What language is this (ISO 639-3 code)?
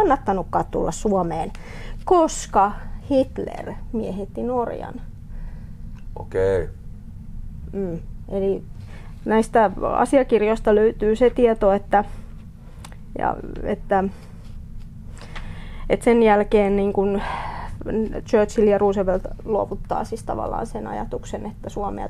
fin